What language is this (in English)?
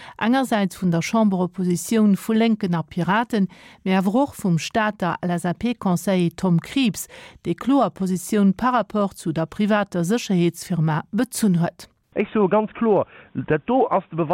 Luxembourgish